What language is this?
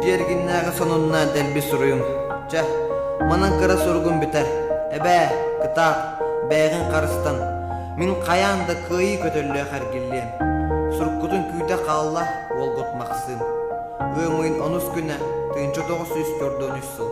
Yakut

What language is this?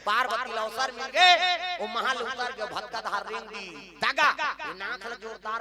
Chhattisgarhi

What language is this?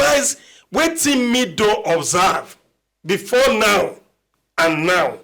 Nigerian Pidgin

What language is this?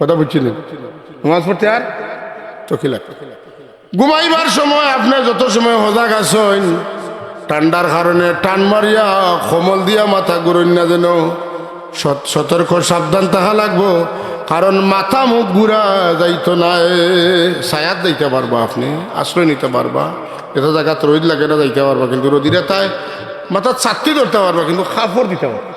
Sylheti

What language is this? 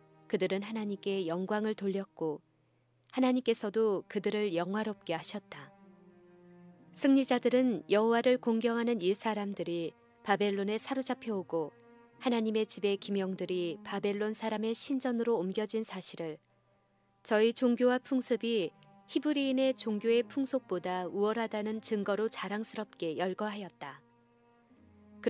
Korean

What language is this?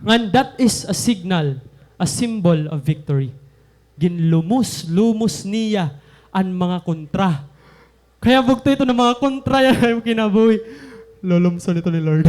Waray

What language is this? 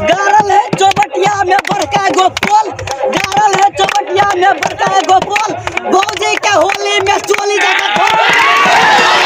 Maithili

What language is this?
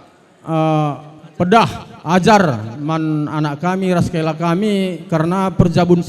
Batak Karo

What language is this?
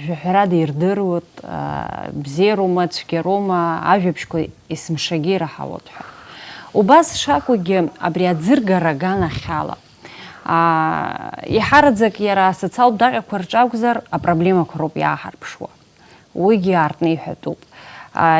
Abkhazian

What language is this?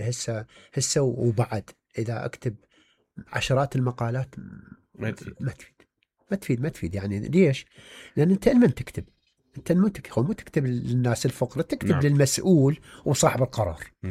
Mesopotamian Arabic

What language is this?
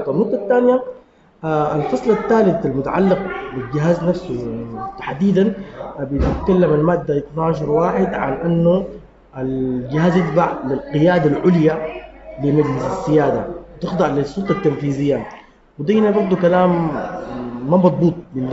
Sudanese Arabic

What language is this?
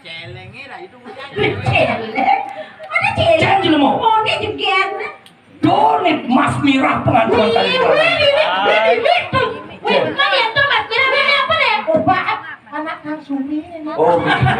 Balinese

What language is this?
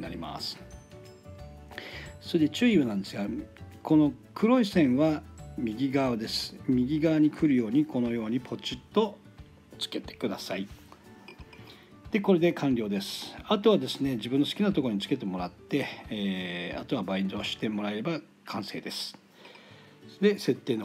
Japanese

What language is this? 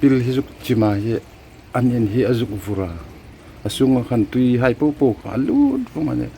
Hmar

